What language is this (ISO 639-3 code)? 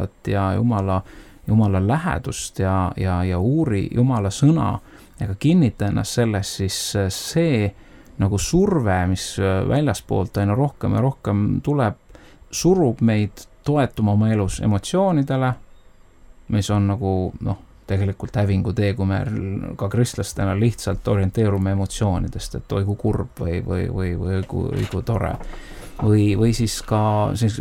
est